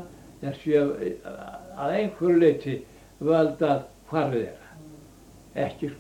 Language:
Icelandic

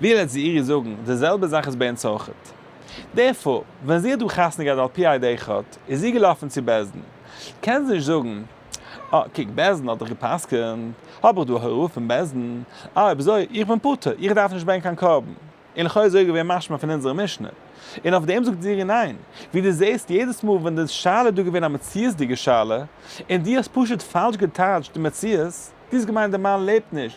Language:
Yiddish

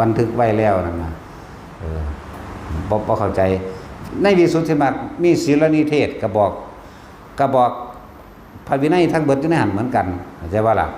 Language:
Northeastern Thai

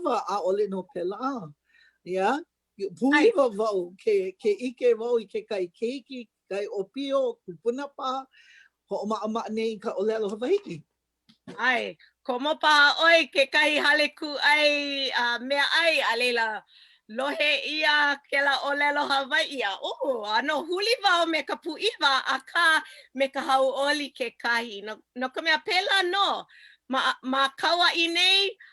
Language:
Hawaiian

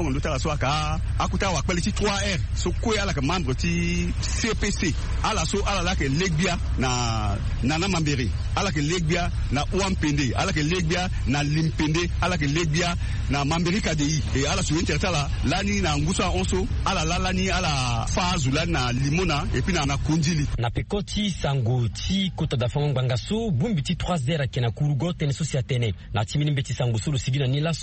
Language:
Sango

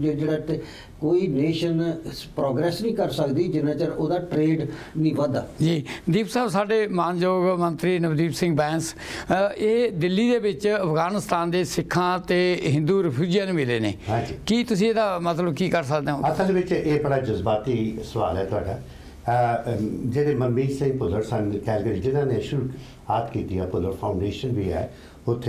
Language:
Punjabi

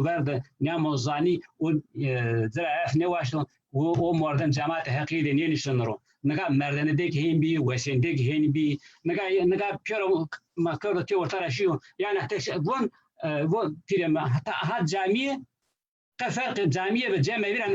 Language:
Zaza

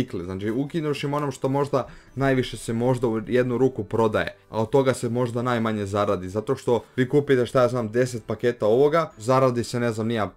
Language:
Croatian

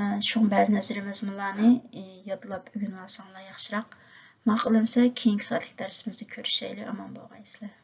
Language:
Uyghur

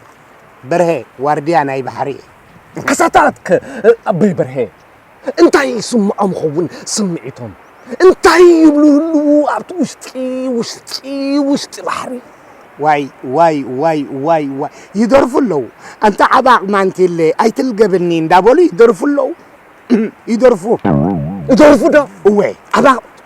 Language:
Tigrinya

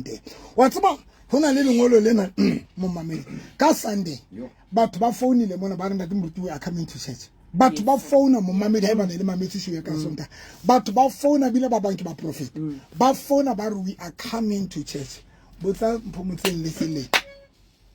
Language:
Southern Sotho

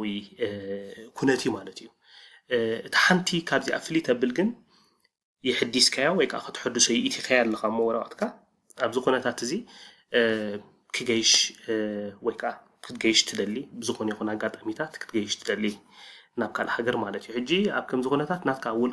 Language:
Tigrinya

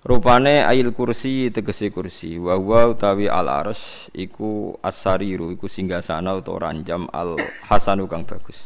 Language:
Javanese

